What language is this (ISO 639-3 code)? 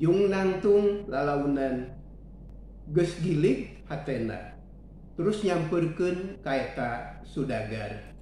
sun